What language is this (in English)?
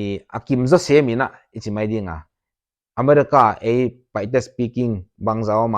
Paite Chin